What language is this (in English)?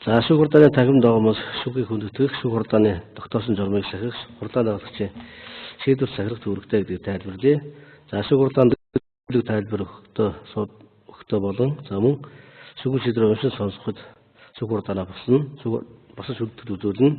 Mongolian